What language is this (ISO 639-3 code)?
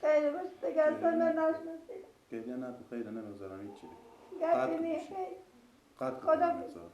fas